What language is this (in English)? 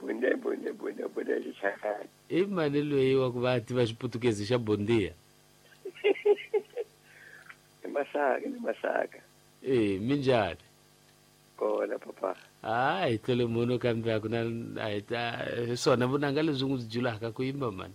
Tsonga